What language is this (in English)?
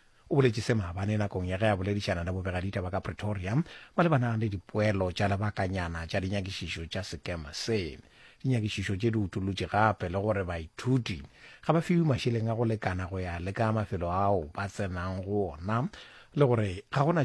Northern Sotho